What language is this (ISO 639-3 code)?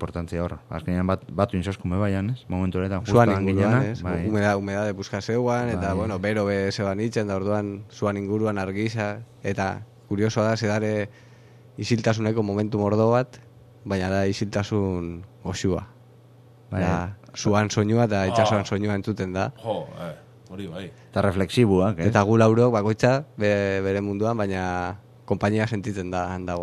eus